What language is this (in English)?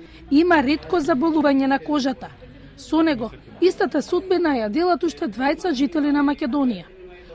Macedonian